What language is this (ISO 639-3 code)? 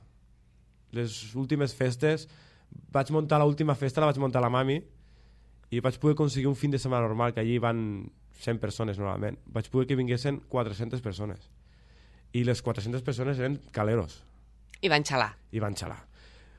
cat